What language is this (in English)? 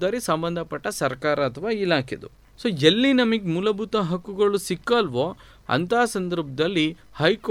Kannada